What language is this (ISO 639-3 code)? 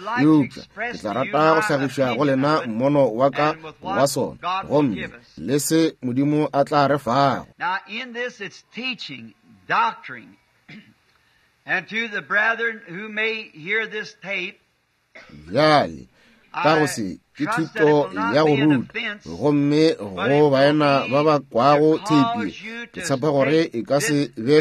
nso